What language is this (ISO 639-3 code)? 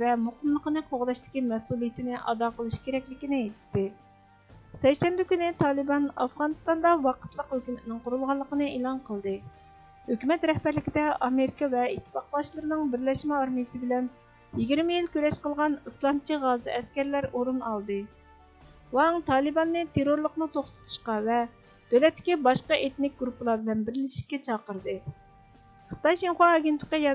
uig